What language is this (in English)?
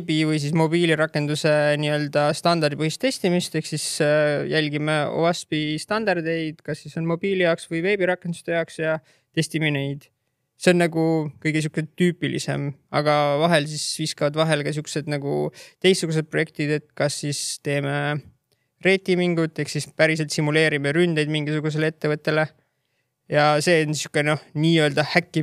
Estonian